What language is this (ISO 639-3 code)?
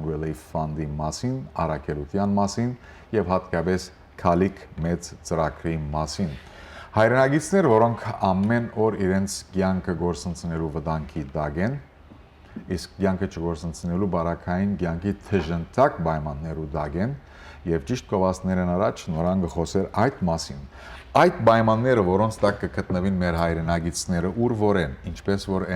hyw